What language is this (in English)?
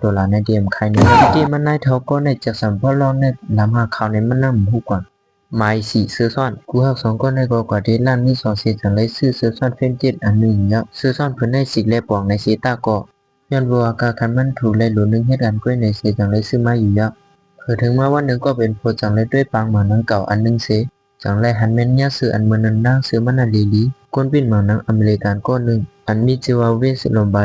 Shan